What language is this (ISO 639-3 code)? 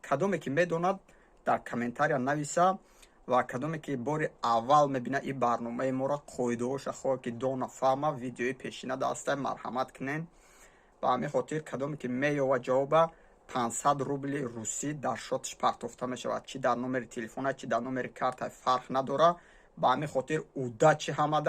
tgk